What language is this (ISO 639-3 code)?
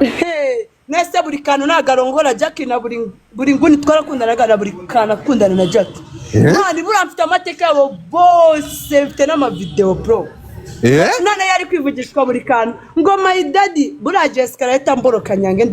kin